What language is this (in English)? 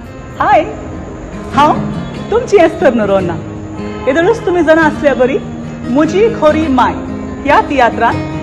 Konkani